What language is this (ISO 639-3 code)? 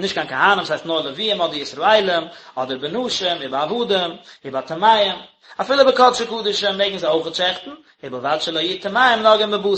yid